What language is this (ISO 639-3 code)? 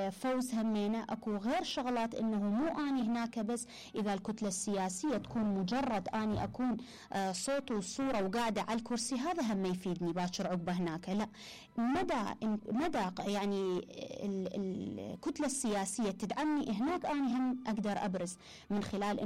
acm